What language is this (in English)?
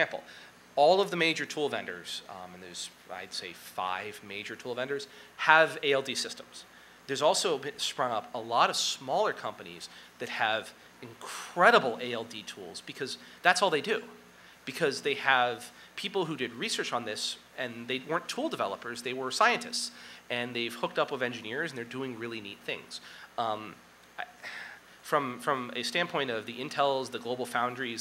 English